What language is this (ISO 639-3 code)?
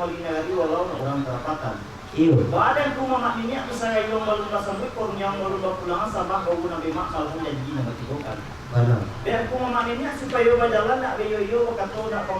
min